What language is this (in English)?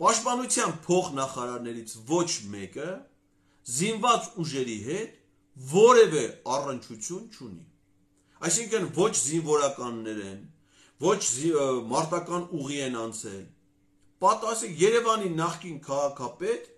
Armenian